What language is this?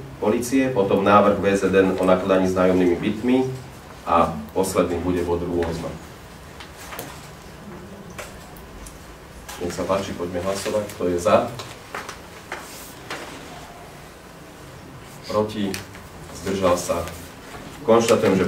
Slovak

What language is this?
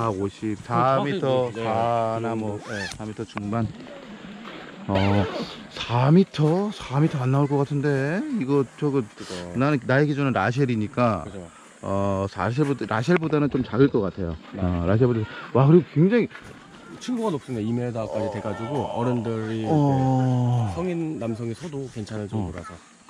Korean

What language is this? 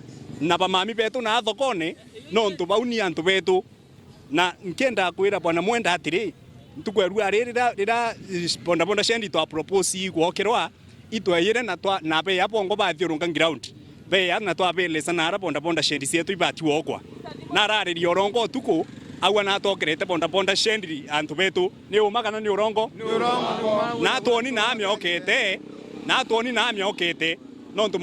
Meru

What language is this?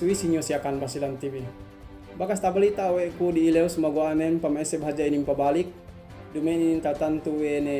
Yakan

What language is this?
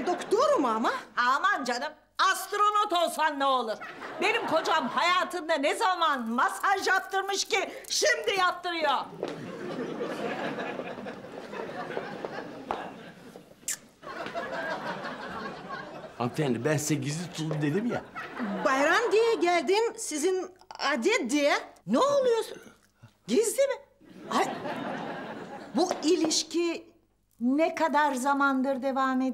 Turkish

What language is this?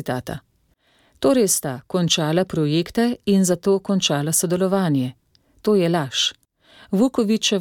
Slovenian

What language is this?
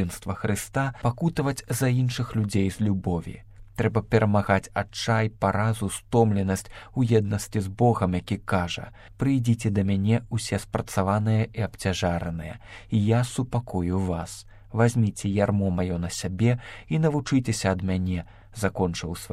Belarusian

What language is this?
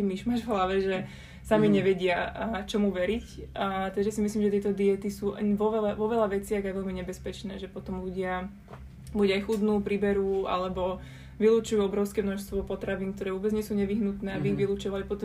Slovak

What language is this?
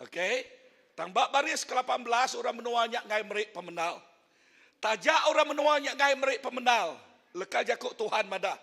Iban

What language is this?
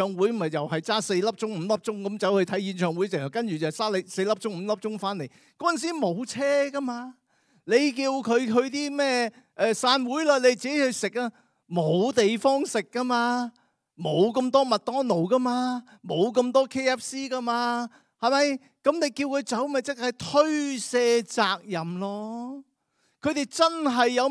Cantonese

